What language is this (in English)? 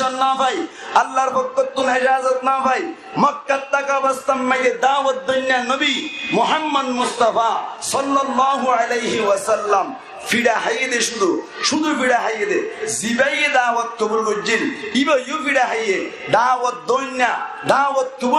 Rohingya